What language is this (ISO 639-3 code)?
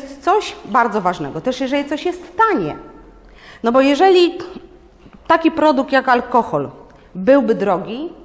pol